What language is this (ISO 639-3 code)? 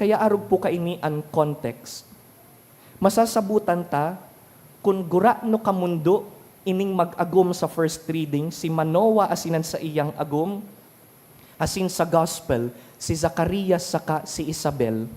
bik